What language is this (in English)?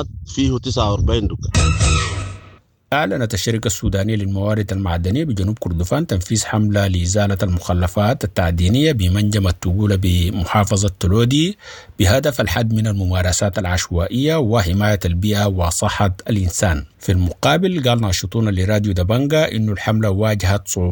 Sudanese Arabic